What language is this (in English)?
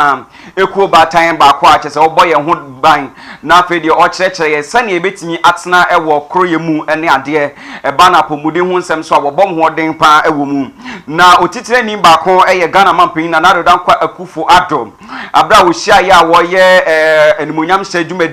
Akan